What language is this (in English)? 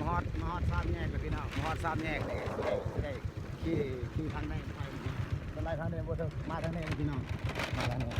Lao